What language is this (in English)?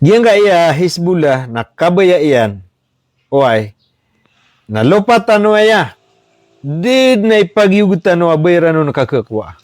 Maranao